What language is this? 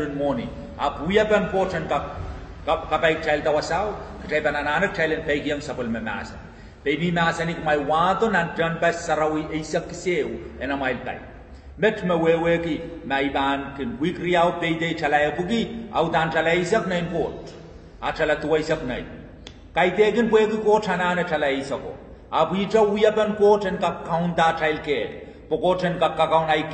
Pohnpeian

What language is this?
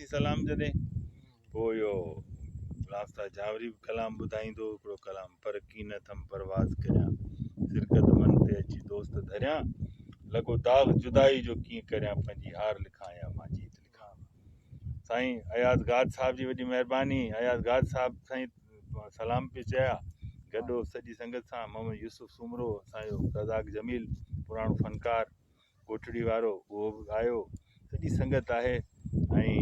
Sindhi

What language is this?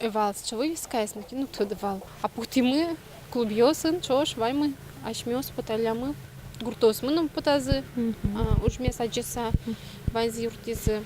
Udmurt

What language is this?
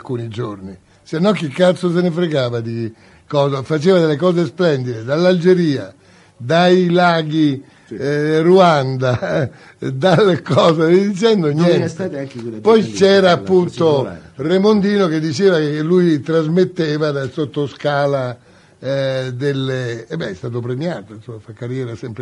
Italian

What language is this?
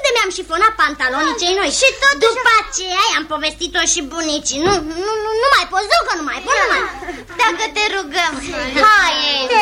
Romanian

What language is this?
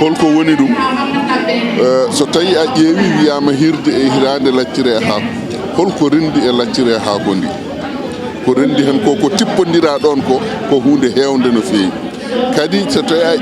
Fula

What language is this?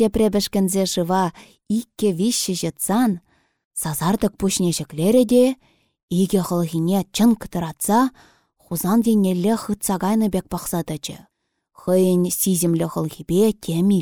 Chuvash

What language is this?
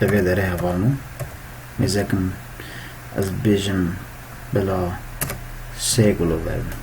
Kurdish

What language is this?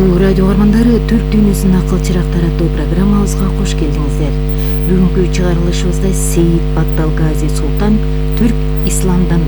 Kyrgyz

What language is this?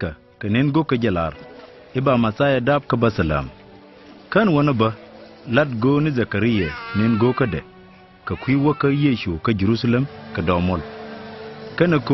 Nuer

